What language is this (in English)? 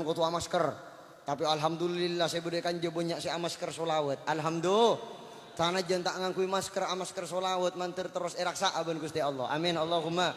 Madurese